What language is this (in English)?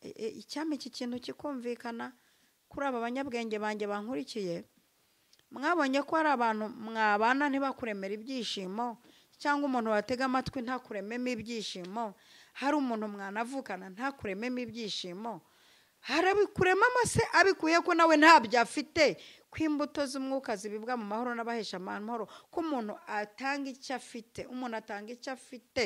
Kinyarwanda